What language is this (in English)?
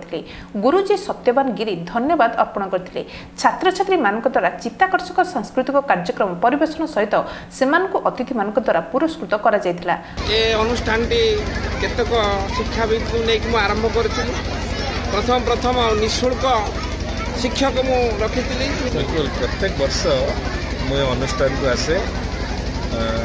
Odia